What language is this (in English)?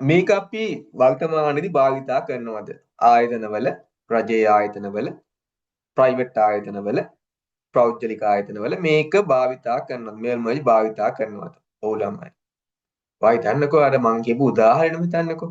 Sinhala